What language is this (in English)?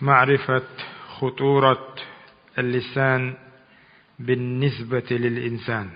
Chechen